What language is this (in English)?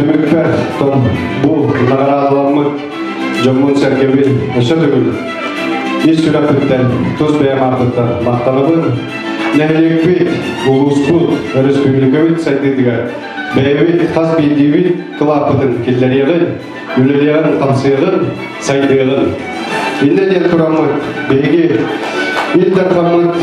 Yakut